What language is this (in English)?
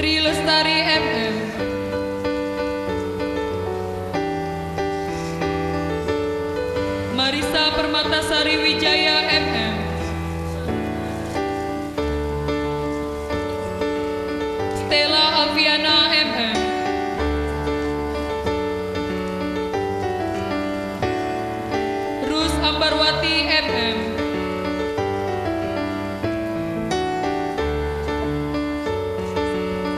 Indonesian